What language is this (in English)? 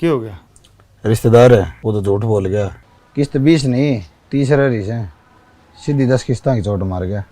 Haryanvi